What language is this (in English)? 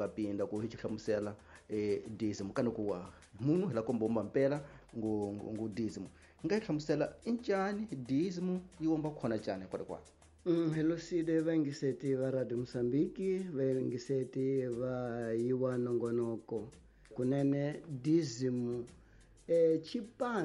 Tsonga